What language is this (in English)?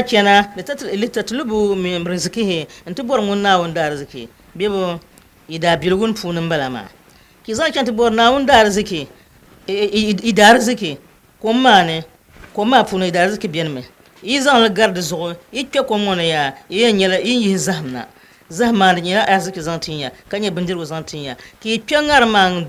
Dagbani